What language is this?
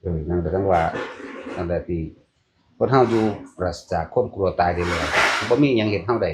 Northeastern Thai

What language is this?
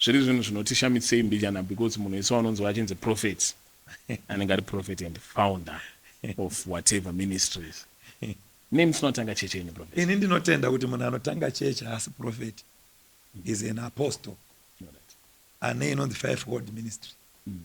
Shona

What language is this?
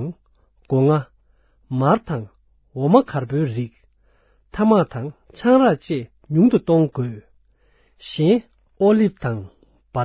Tibetan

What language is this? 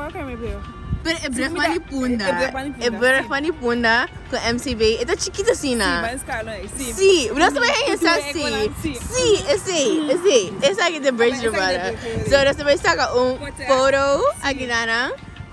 Papiamento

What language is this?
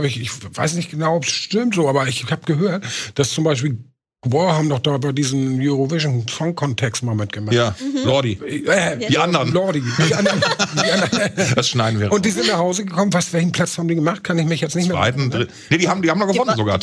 German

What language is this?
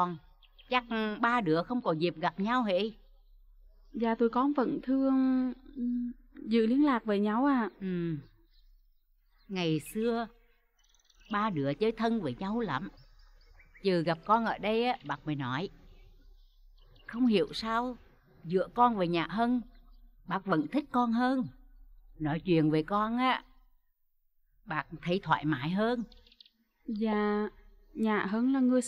Vietnamese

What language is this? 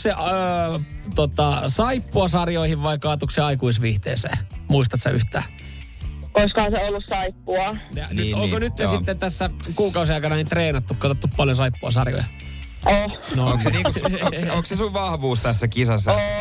Finnish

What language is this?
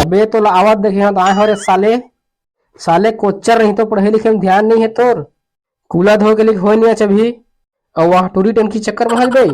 Chhattisgarhi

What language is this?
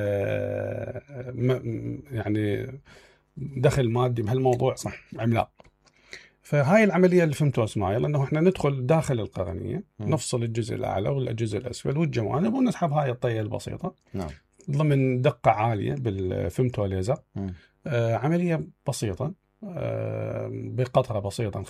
Mesopotamian Arabic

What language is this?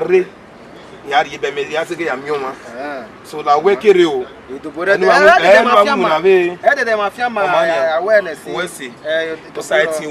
Bini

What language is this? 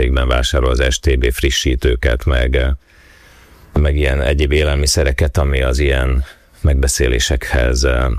Hungarian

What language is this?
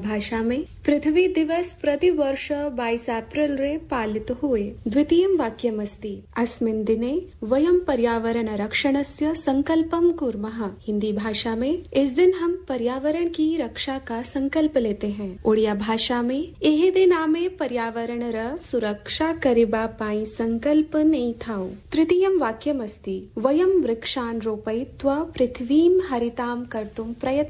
Sanskrit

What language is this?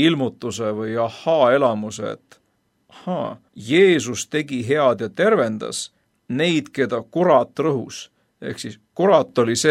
Estonian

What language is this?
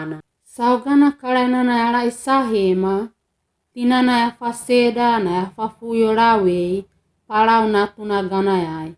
Wagawaga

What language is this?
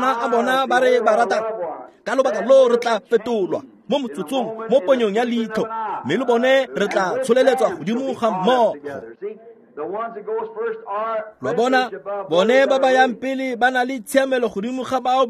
Tswana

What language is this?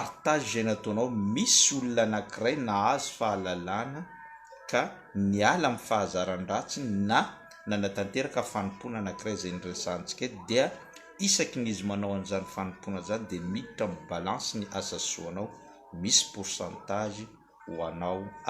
Malagasy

